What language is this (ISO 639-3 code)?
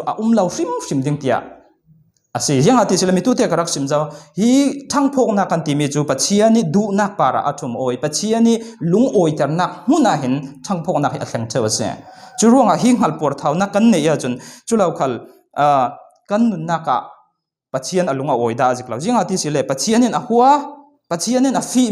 cfm